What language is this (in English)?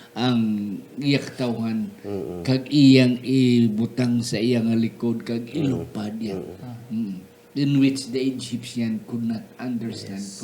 Hiligaynon